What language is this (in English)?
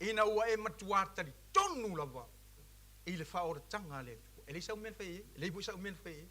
Samoan